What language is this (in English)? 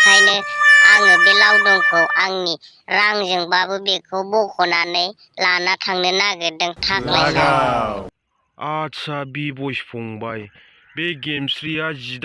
Bodo